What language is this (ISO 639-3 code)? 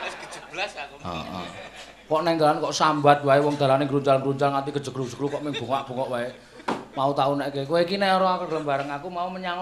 jav